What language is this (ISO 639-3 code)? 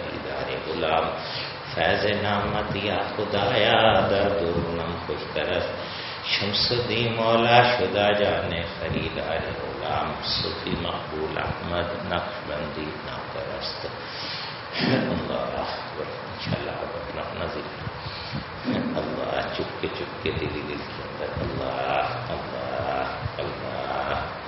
urd